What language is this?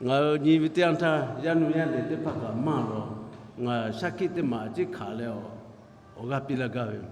Lahu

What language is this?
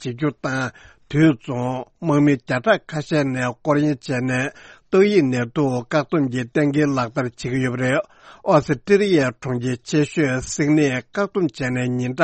Tibetan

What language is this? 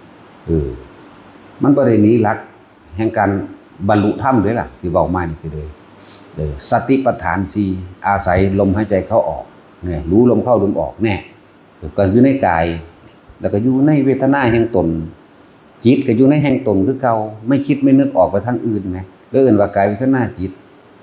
Lao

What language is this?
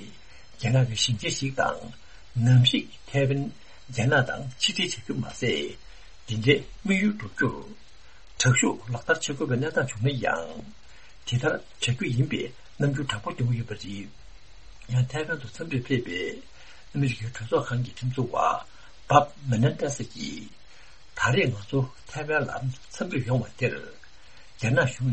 Tibetan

